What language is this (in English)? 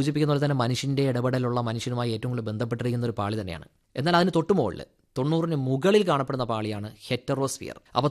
Malayalam